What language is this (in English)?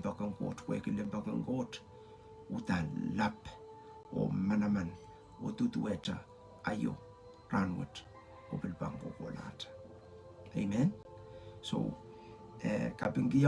Pohnpeian